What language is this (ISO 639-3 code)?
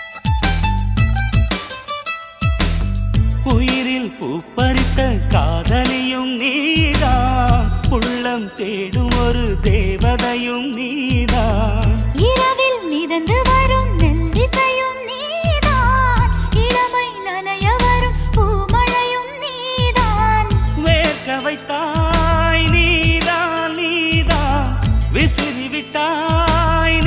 tam